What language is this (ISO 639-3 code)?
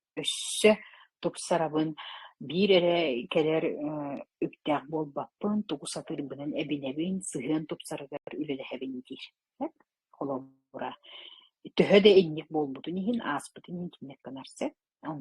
sah